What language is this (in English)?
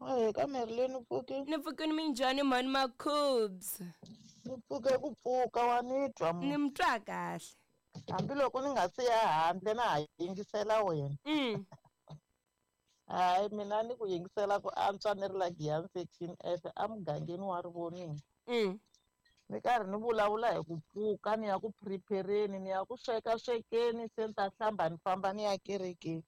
Tsonga